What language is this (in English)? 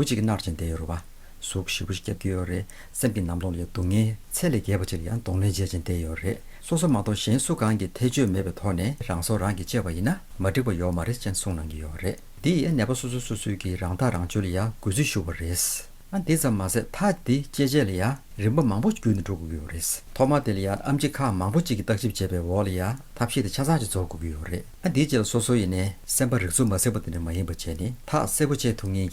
Tibetan